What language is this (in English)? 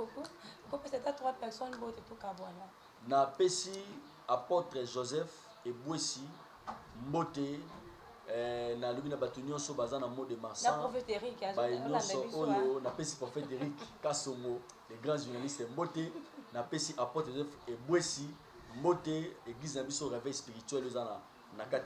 Lingala